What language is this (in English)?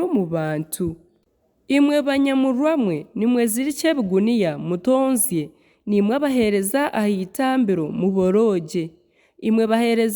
Nyankole